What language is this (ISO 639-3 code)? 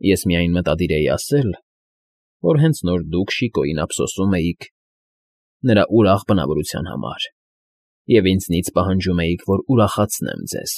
hye